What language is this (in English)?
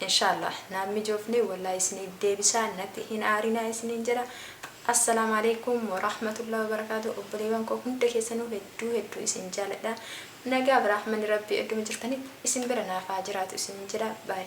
Oromo